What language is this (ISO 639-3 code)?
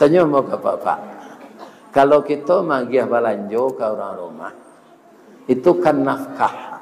min